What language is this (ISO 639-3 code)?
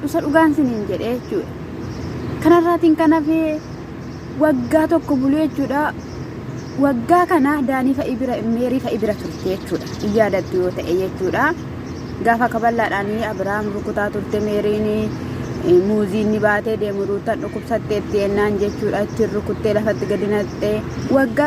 orm